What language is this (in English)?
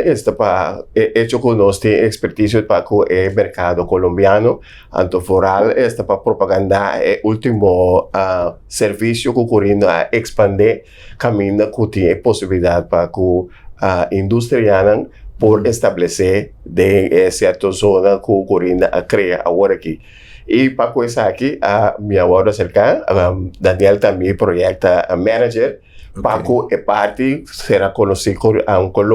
Papiamento